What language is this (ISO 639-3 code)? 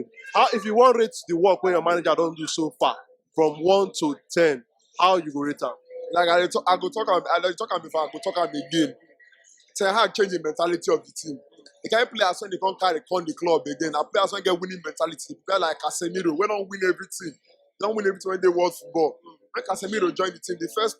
pcm